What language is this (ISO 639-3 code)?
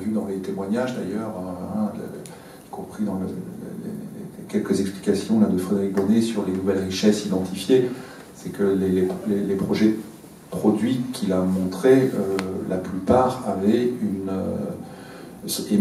fra